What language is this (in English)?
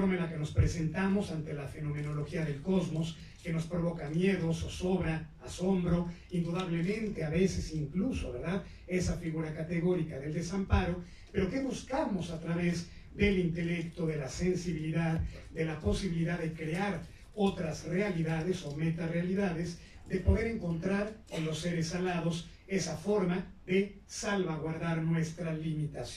Spanish